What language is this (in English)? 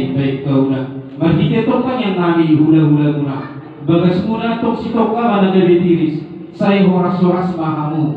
Batak Toba